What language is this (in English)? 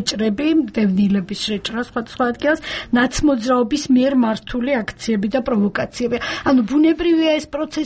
Georgian